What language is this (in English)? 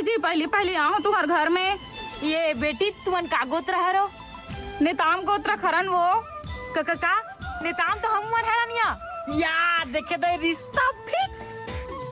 Chhattisgarhi